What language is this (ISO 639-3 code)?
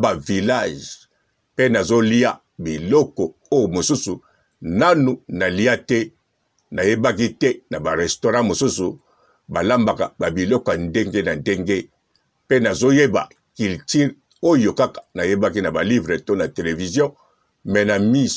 lin